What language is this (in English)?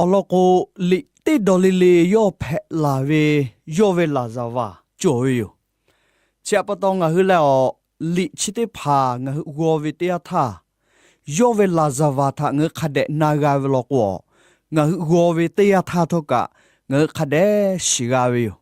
Lahu